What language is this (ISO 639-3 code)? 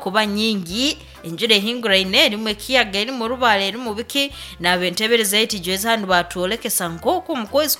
nyo